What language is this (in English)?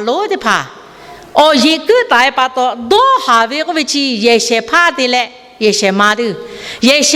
Lahu